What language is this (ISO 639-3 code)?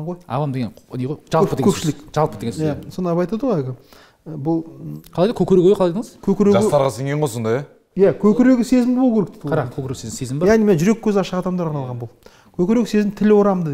kaz